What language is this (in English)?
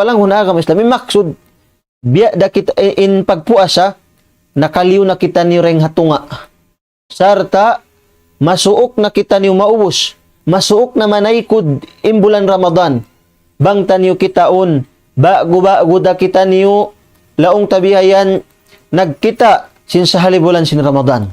Tausug